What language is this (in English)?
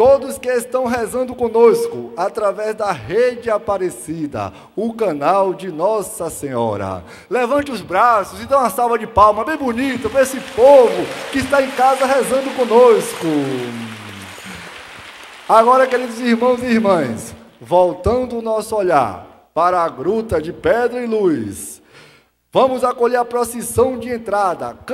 Portuguese